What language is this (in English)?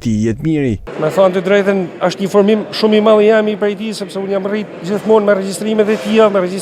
Albanian